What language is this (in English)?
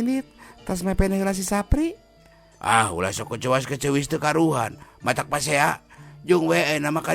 Sundanese